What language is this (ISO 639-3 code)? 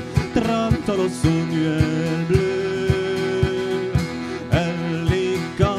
oci